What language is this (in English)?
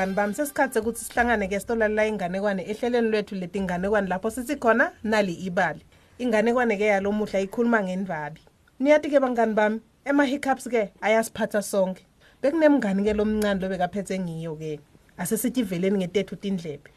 Swati